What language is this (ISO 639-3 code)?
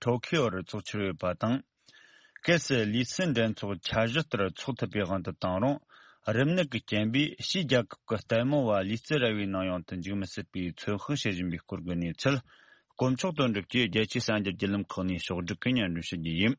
bod